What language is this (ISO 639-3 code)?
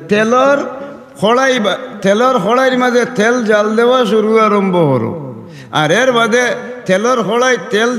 syl